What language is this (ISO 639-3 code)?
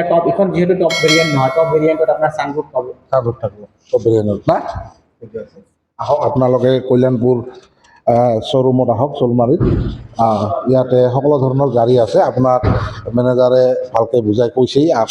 asm